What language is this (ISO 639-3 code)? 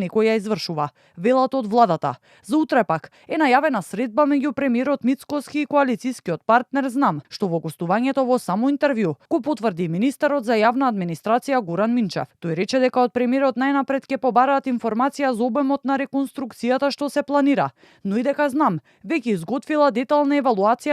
mkd